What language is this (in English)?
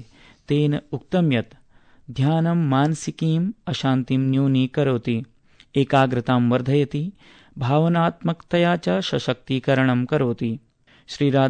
Sanskrit